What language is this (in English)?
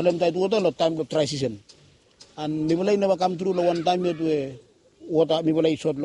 Bislama